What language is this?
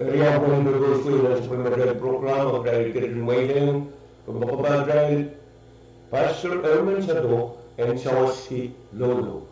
Pohnpeian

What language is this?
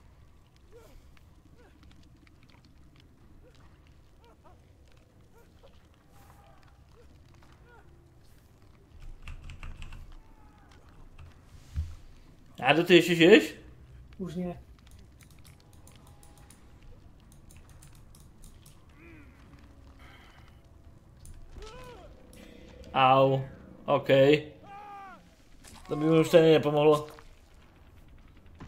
Slovak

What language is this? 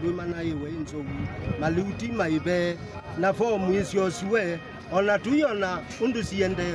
Kamba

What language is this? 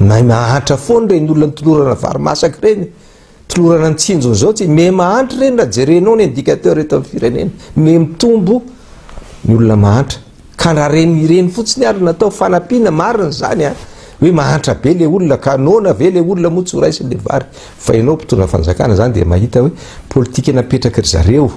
Malagasy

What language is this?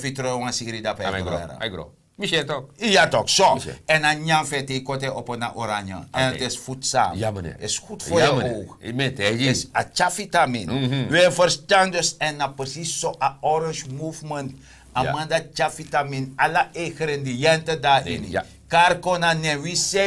Sranan Tongo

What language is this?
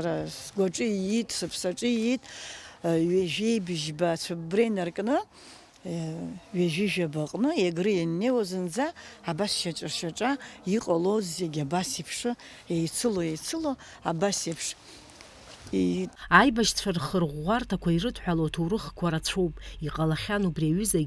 Abkhazian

